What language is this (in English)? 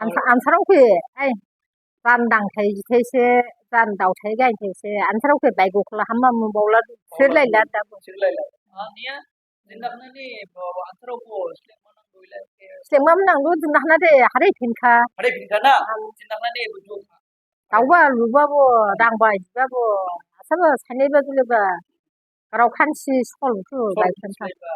Dimasa